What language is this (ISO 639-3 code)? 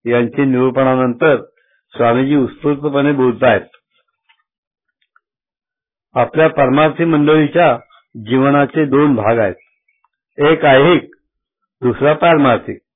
mar